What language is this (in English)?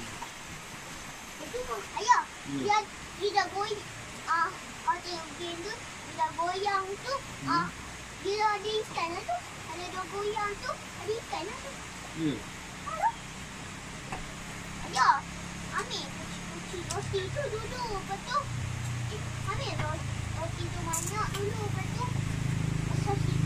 Malay